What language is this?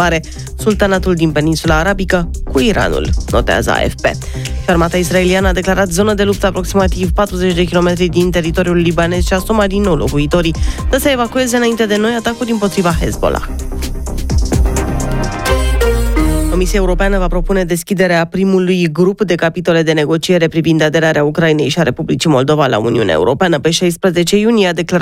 Romanian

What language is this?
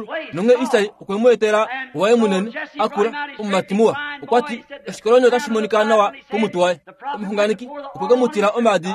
Kuanyama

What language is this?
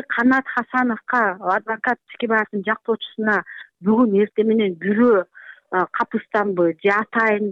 Kyrgyz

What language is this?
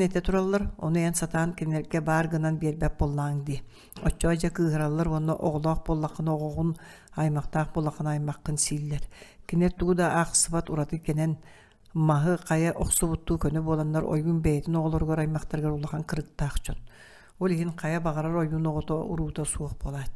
Yakut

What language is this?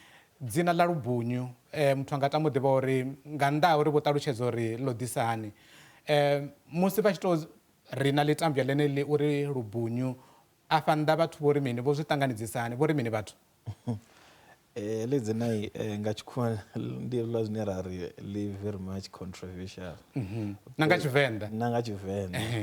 Venda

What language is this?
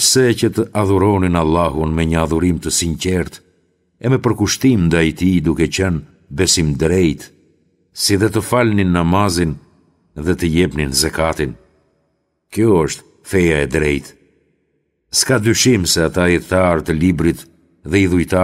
Albanian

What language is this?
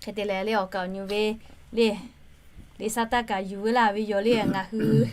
Lahu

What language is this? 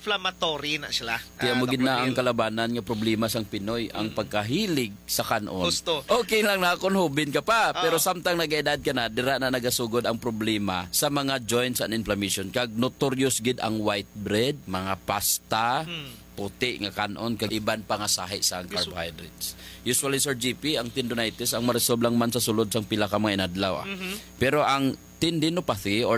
Hiligaynon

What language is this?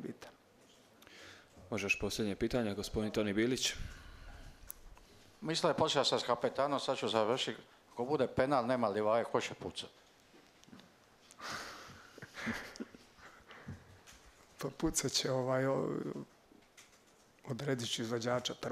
Croatian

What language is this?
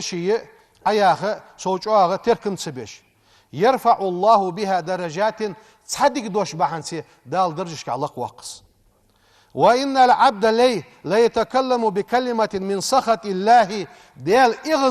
Ingush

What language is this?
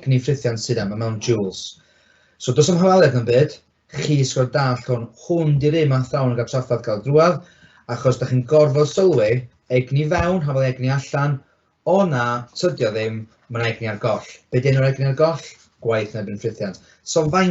Welsh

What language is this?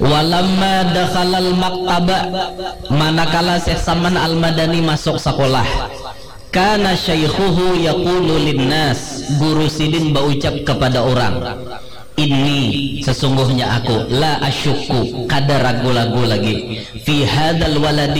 Banjar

